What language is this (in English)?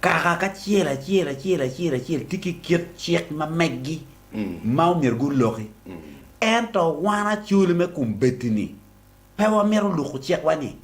Acoli